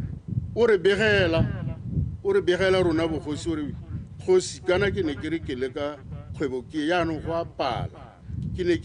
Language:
Tswana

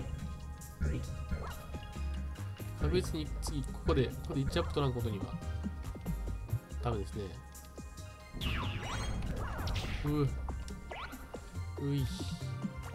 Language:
Japanese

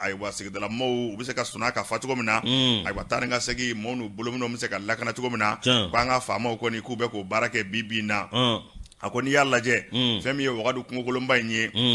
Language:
Bambara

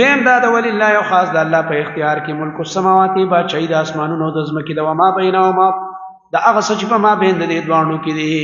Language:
Pashto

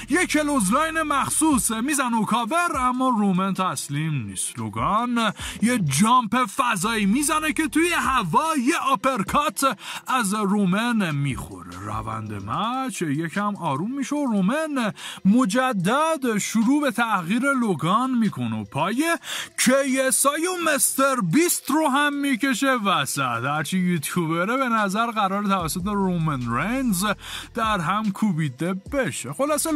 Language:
Persian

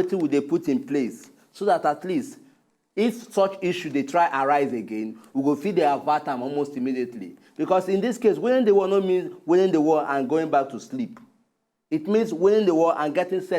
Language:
Nigerian Pidgin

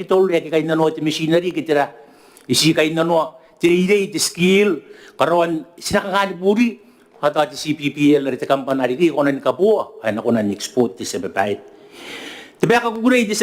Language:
Gilbertese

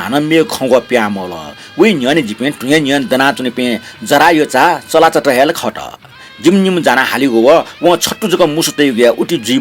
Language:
Newari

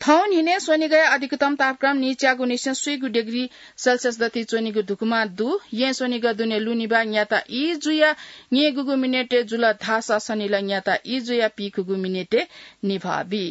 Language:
Newari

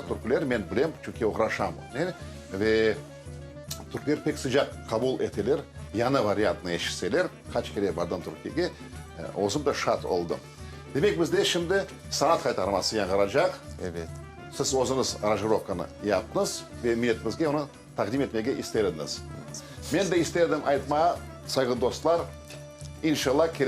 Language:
Crimean Tatar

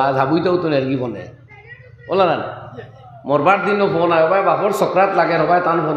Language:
Sylheti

